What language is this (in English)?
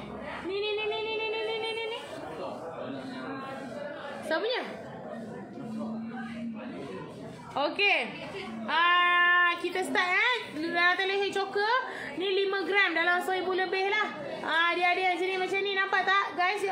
Malay